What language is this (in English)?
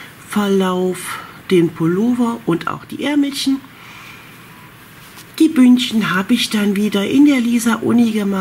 German